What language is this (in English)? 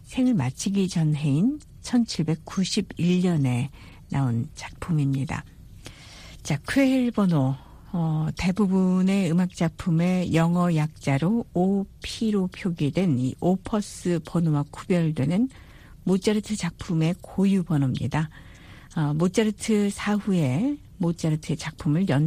Korean